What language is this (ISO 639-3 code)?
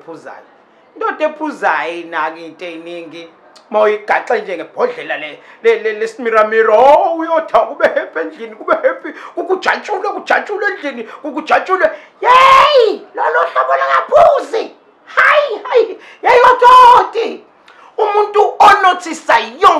zul